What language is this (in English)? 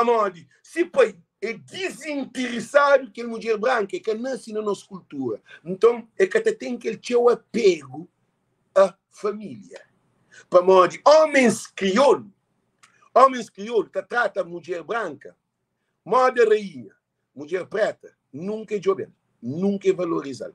Kabuverdianu